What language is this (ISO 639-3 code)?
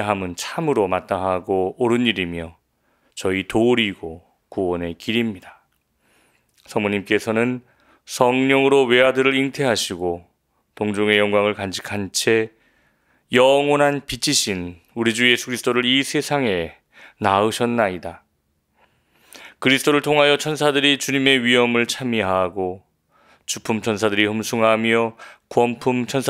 kor